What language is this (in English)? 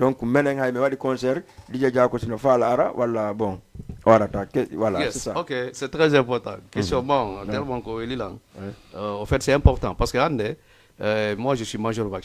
Fula